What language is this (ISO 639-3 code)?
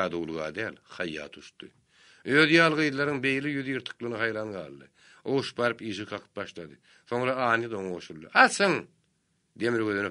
tuk